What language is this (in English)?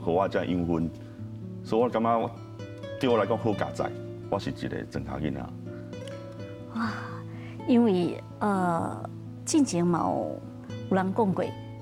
Min Nan Chinese